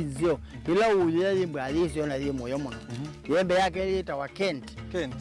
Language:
Kamba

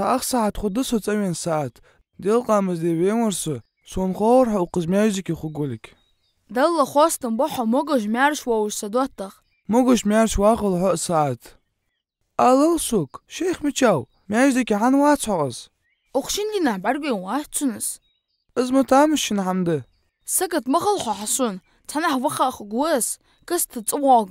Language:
Ingush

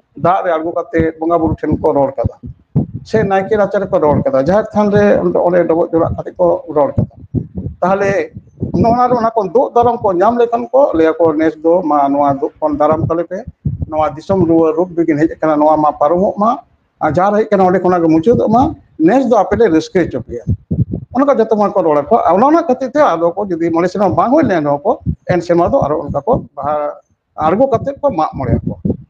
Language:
Santali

